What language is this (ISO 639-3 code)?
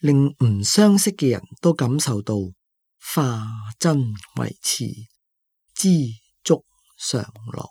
yue